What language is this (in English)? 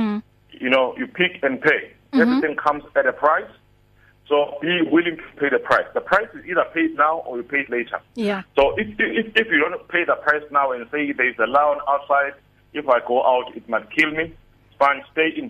English